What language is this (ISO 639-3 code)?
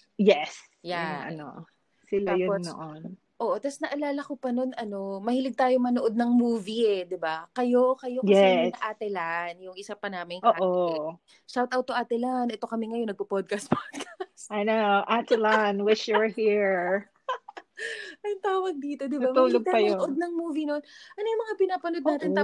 fil